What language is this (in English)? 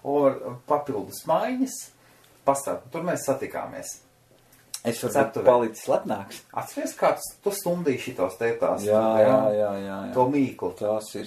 Latvian